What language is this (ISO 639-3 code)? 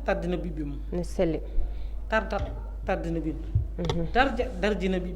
ful